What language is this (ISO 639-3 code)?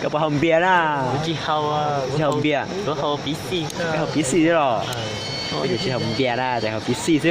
hmn